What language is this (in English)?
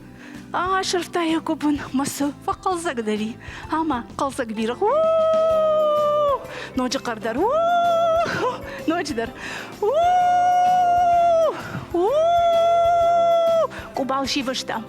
Ossetic